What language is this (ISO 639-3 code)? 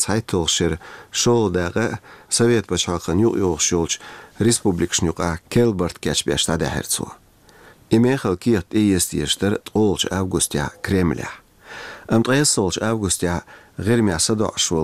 che